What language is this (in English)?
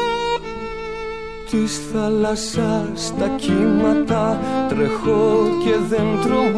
Greek